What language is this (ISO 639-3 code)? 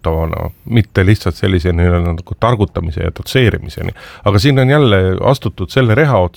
est